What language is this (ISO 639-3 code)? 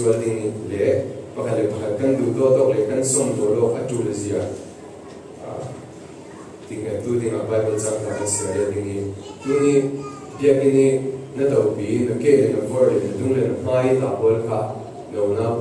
cfm